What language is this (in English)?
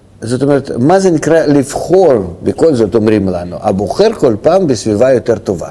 Hebrew